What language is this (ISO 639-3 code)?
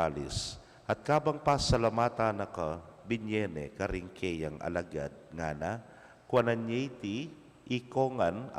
pam